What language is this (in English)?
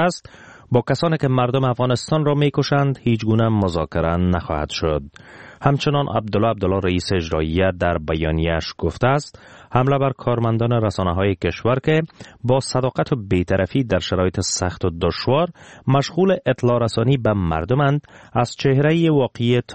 Persian